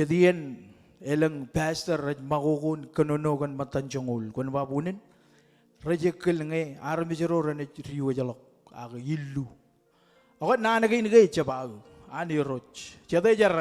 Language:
Marshallese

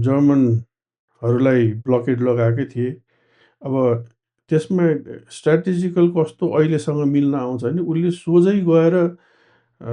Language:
Nepali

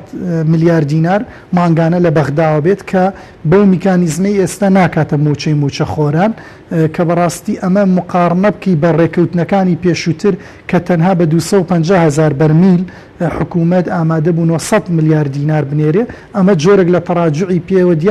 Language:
Central Kurdish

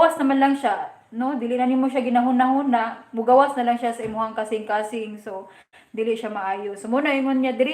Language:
Cebuano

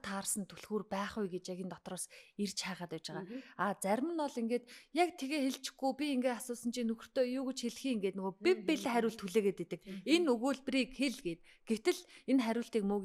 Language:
Mongolian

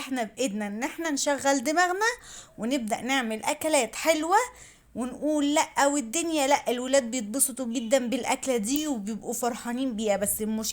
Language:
Egyptian Arabic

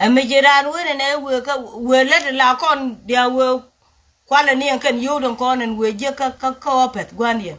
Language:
Nuer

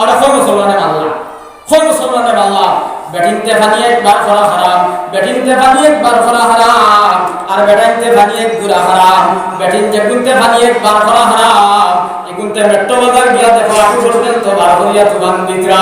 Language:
Sylheti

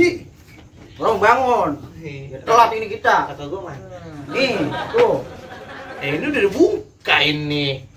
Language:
Betawi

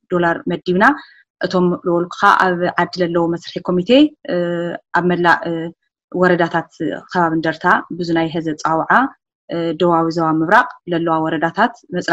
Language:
Tigrinya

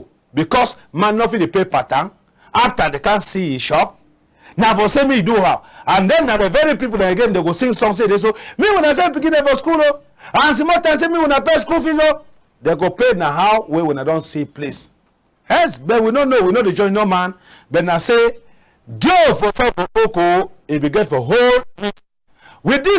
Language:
Cameroon Pidgin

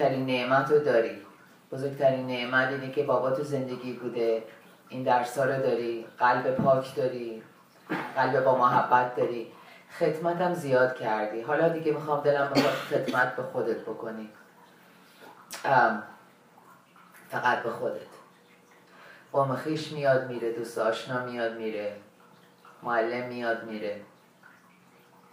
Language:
Persian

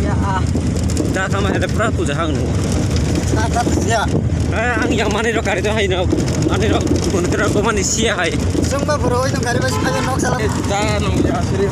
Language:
Kok Borok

